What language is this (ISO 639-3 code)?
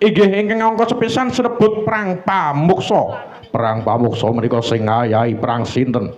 jav